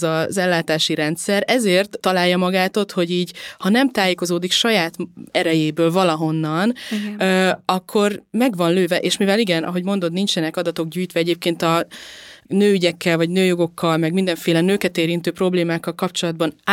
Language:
Hungarian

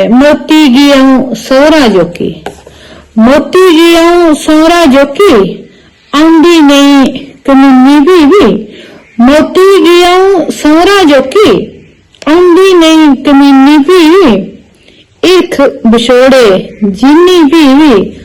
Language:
Dogri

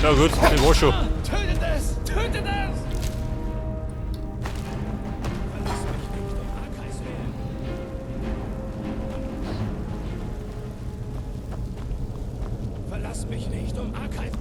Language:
Bavarian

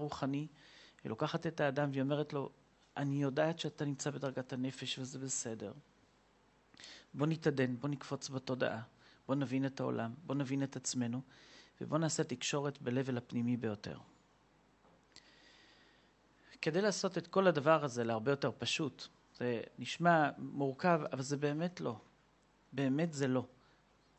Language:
Hebrew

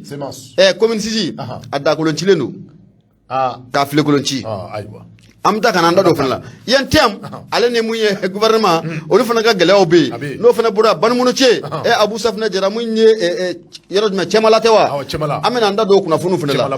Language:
Bambara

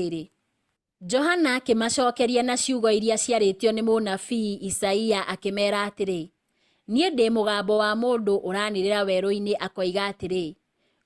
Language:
Kikuyu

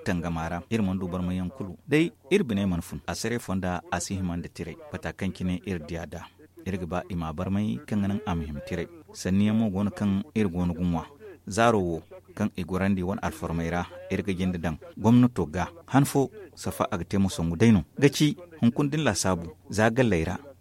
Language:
Zarma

